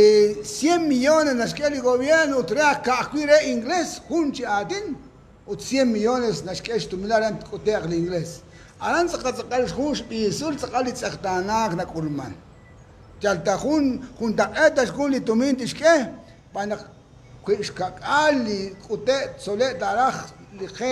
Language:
Kekchí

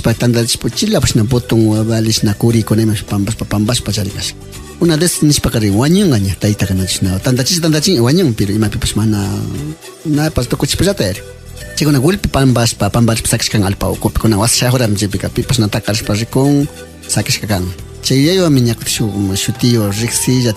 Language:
Imbabura Highland Quichua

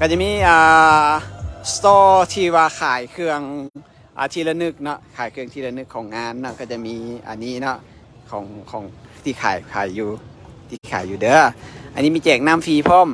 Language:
Lao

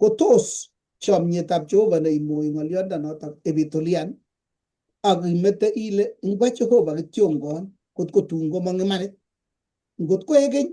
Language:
Kalenjin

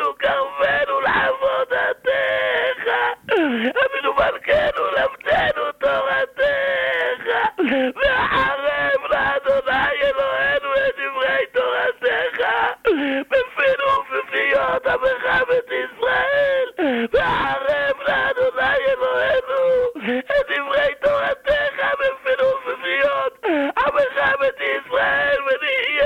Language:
Hebrew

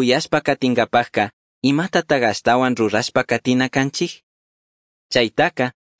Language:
Chimborazo Highland Quichua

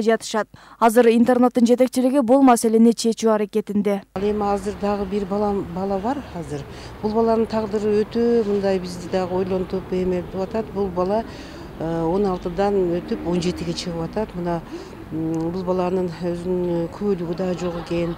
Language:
Kyrgyz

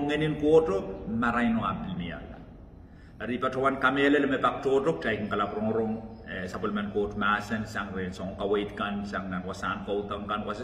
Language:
Pohnpeian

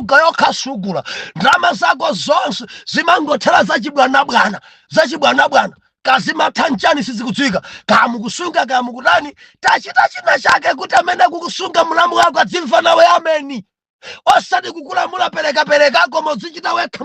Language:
Nyanja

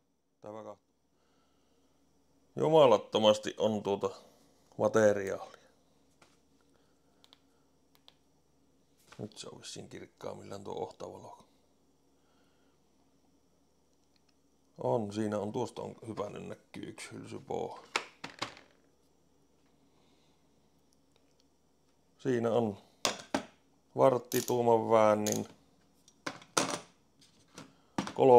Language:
Finnish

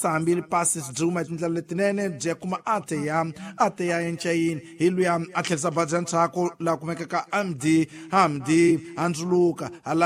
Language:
Tsonga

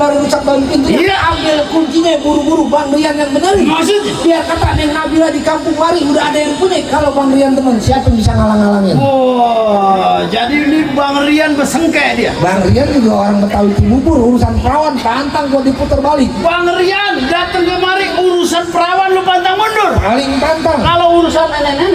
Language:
Betawi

